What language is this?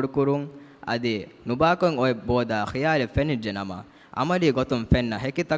Divehi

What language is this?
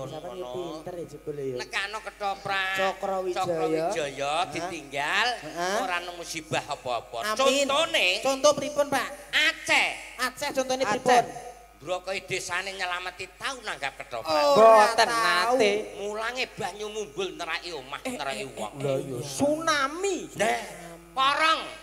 Javanese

